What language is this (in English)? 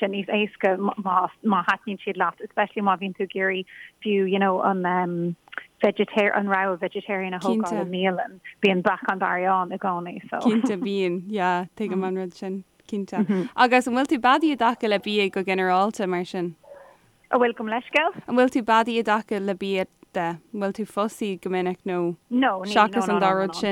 Irish